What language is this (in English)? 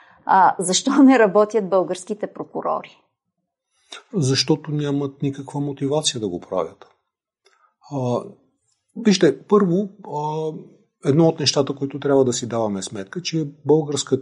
Bulgarian